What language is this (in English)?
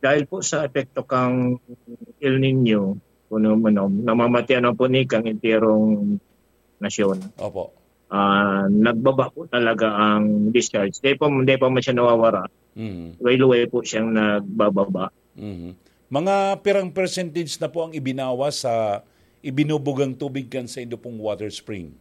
Bikol